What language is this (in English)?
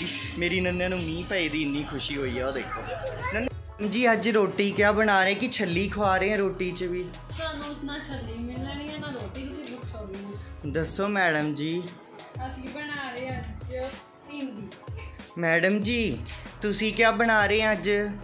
Punjabi